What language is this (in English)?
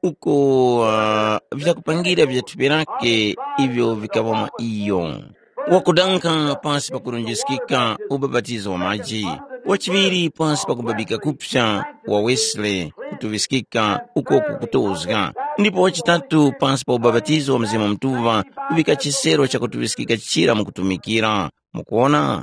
Tumbuka